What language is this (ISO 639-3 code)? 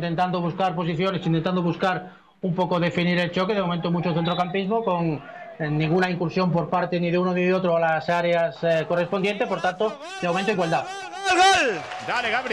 spa